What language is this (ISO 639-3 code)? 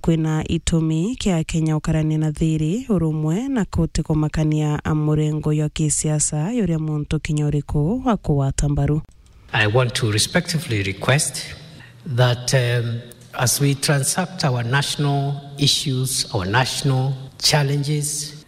mer